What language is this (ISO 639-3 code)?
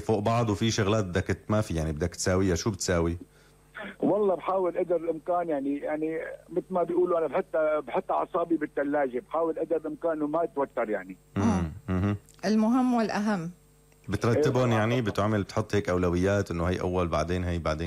apc